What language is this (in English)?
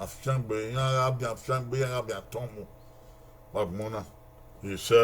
Bini